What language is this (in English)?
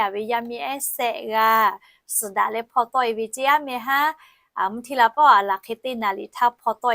Lahu